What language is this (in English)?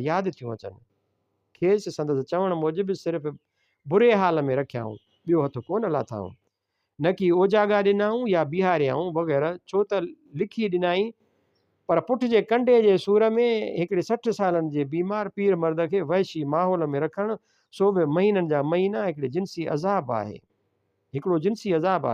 Sindhi